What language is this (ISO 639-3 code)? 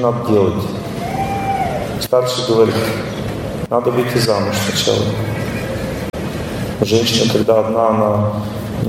rus